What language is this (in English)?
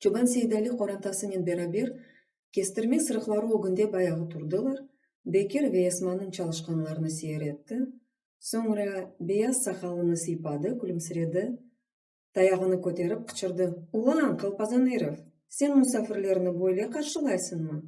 Crimean Tatar